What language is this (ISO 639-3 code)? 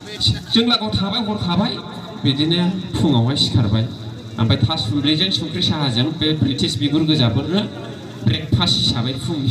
brx